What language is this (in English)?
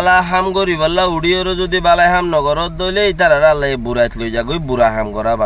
Rohingya